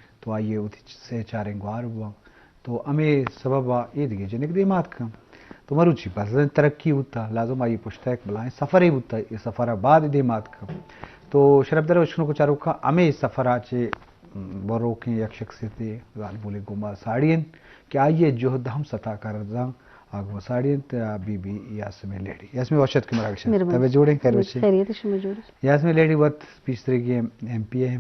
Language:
Eastern Balochi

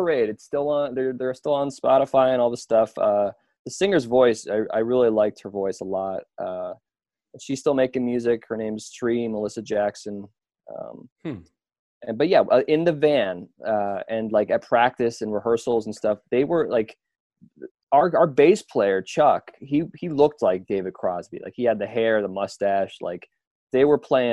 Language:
English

